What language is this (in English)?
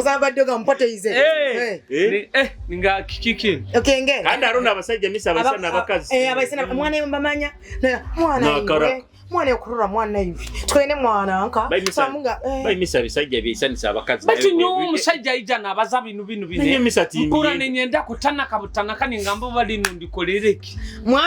Nyoro